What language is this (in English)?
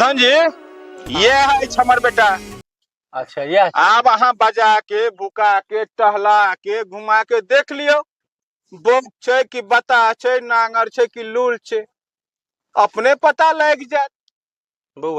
Maithili